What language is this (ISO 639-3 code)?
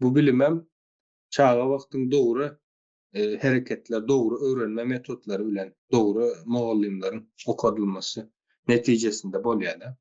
tuk